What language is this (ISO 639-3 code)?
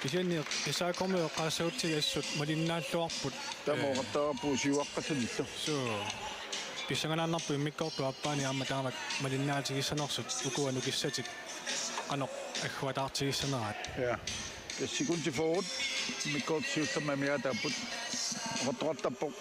kal